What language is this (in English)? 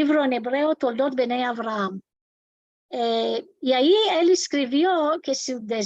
Ladino